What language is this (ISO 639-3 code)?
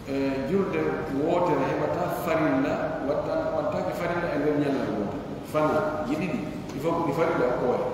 fuf